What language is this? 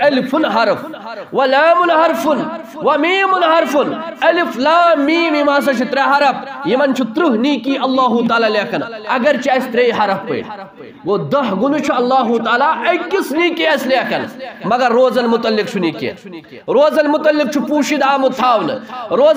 Kashmiri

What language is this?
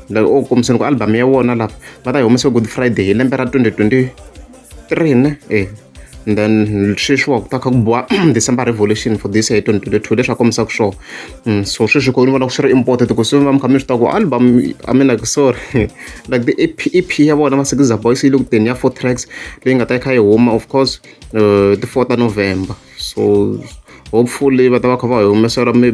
Tsonga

